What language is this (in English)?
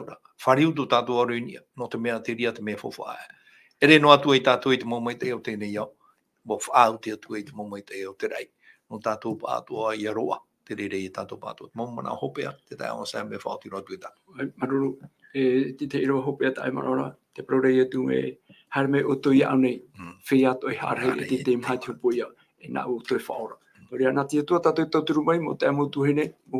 Tahitian